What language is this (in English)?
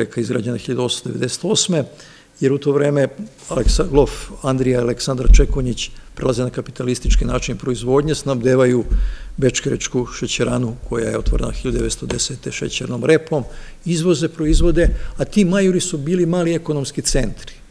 Serbian